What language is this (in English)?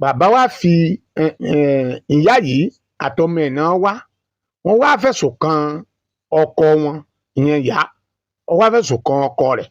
Yoruba